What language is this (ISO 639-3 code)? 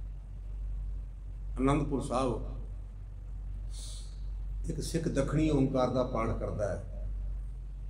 pan